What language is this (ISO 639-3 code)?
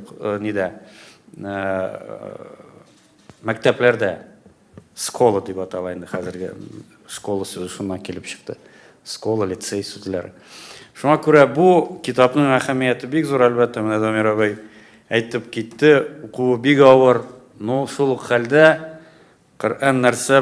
tat